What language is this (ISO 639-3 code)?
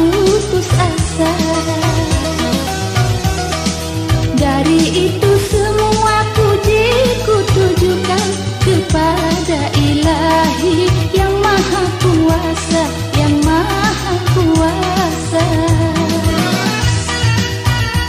ind